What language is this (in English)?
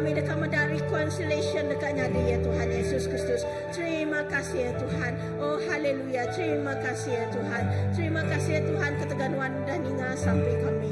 Iban